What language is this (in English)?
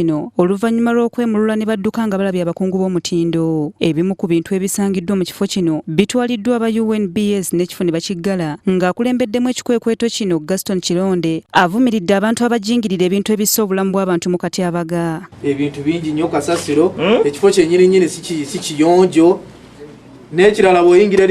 Ganda